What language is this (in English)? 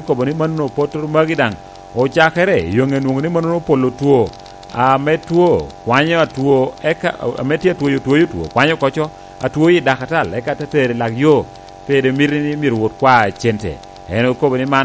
Lango (Uganda)